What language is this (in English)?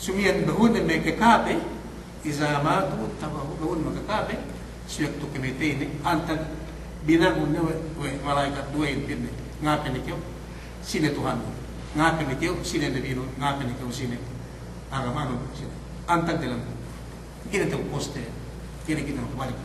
Yakan